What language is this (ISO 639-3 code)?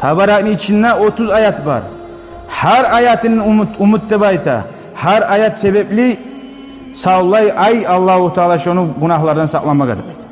kum